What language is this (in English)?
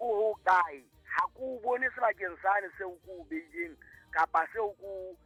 Southern Sotho